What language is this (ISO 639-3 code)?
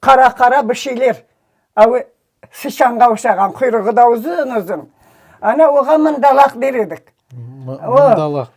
crh